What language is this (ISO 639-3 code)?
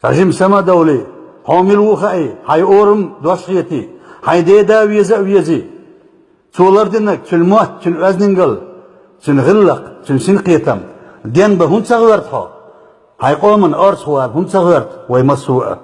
che